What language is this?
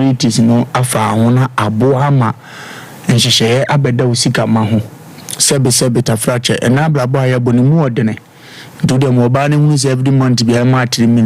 Akan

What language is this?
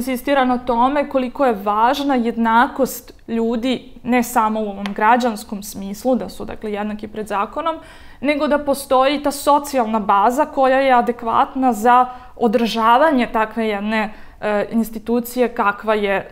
Serbian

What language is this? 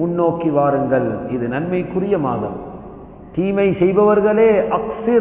Tamil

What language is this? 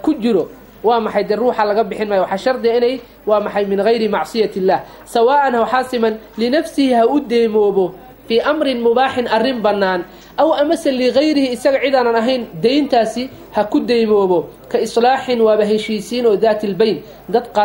Somali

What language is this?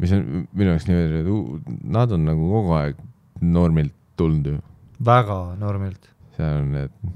Estonian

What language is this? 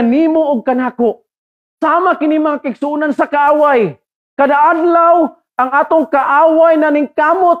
Cebuano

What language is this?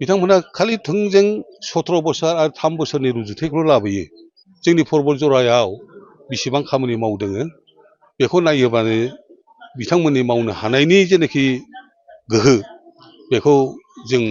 Bodo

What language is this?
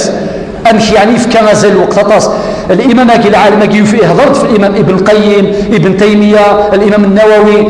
Kabyle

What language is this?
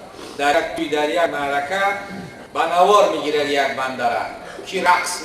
Tajik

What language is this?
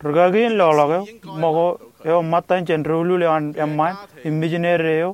Marshallese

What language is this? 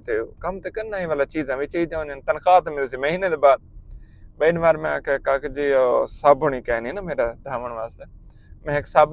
Saraiki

